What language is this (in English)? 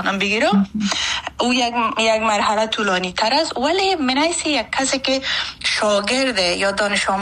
Persian